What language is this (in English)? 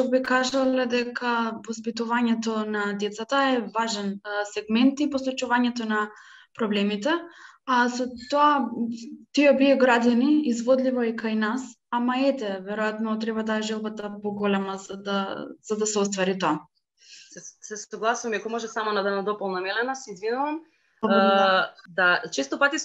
Macedonian